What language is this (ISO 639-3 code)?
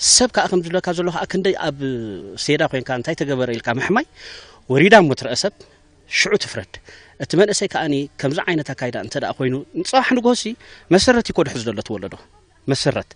tir